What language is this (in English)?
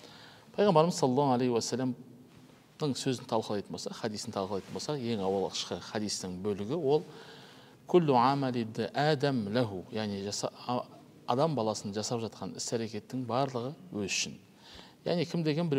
Kazakh